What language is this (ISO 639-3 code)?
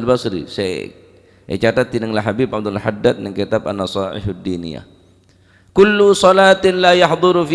mad